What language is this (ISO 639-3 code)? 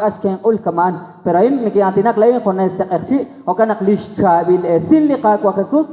kek